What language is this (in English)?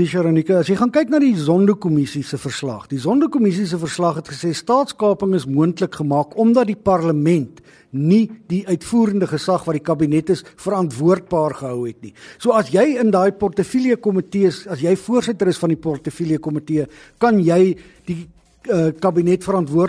Afrikaans